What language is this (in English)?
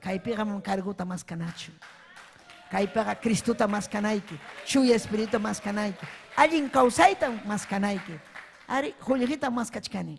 Ayacucho Quechua